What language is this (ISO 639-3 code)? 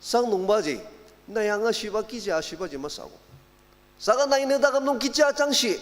njo